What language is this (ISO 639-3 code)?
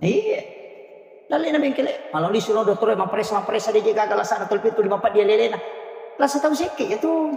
bug